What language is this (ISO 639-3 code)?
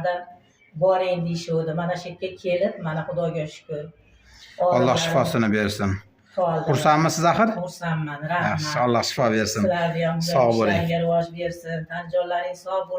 uzb